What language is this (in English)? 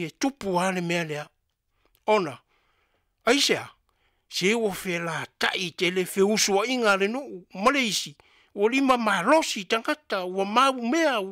Samoan